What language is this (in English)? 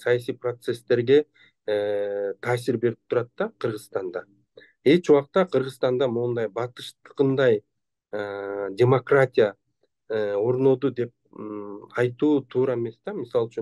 Kyrgyz